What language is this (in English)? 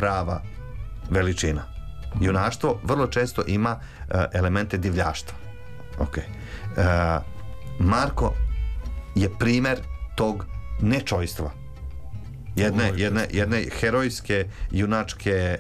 Serbian